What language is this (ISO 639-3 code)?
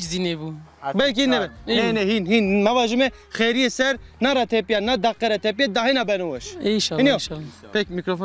zza